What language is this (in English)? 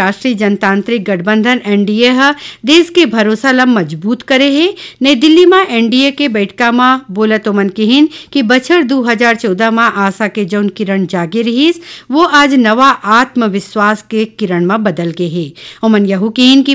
Chhattisgarhi